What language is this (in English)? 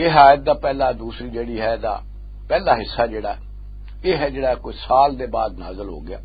Western Panjabi